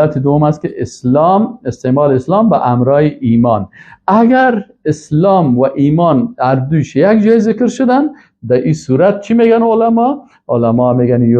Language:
Persian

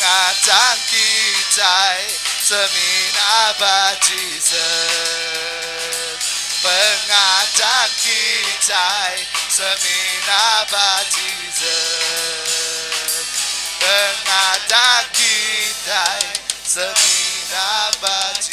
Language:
Iban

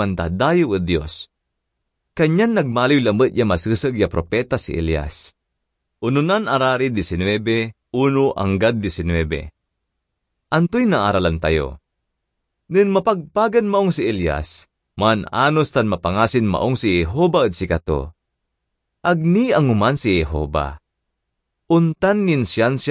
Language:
Pangasinan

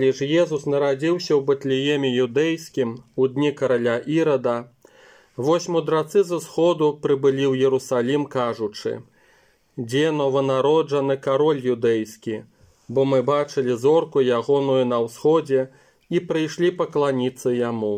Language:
Belarusian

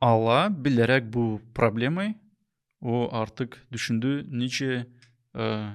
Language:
Gagauz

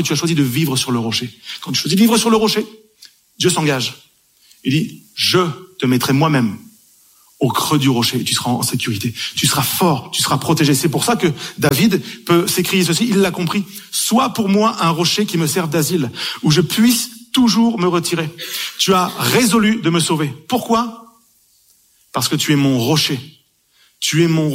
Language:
French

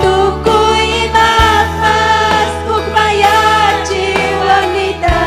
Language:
Ayacucho Quechua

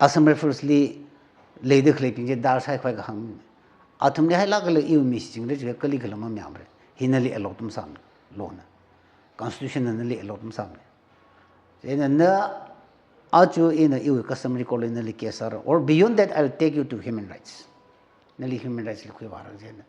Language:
Tangkhul Naga (India)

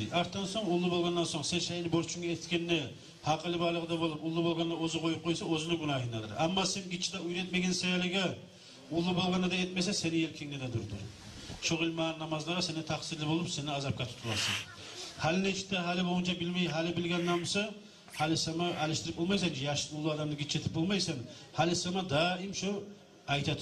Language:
Kumyk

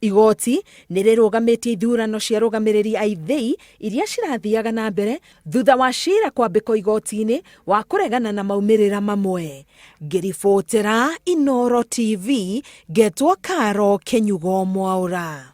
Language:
Kikuyu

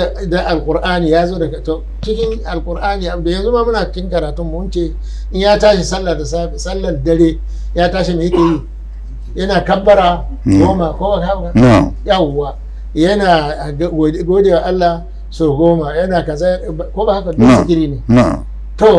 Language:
Hausa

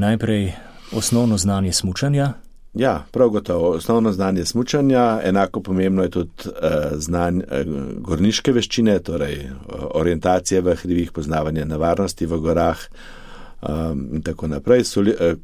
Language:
Slovenian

